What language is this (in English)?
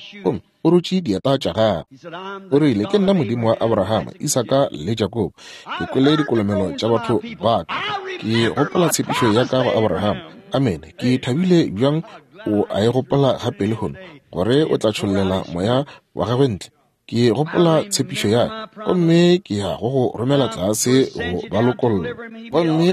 Northern Sotho